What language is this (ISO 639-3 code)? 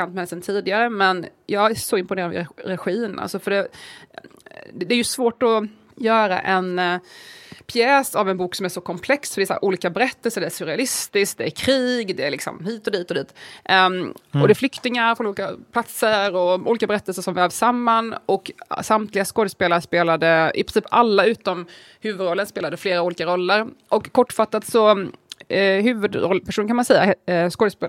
swe